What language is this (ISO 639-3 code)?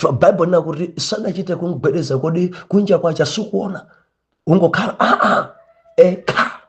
nya